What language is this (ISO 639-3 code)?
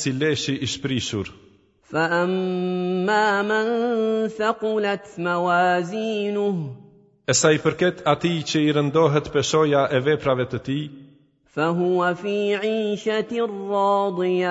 sqi